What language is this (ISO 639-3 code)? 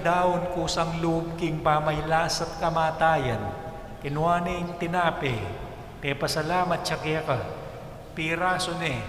pam